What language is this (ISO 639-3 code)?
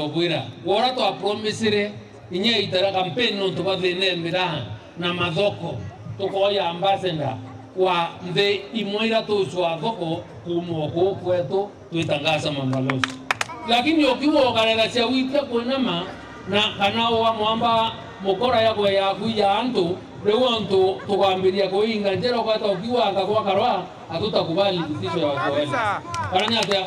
mer